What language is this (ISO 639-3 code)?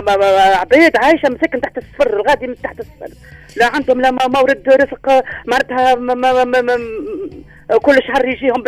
aeb